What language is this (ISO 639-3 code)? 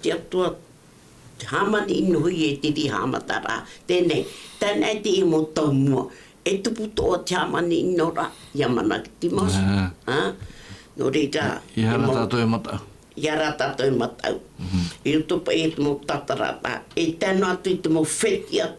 tah